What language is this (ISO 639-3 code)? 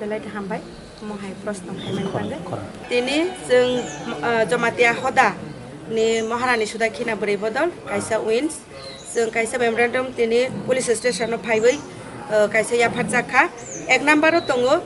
trp